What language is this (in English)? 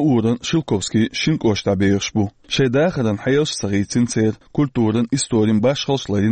Chechen